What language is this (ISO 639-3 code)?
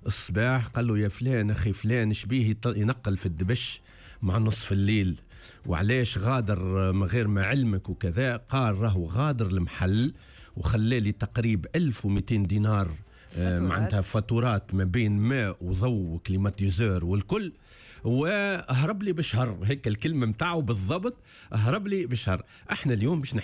aeb